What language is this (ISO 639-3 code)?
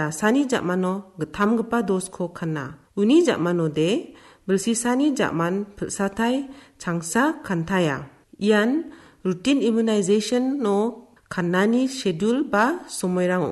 grt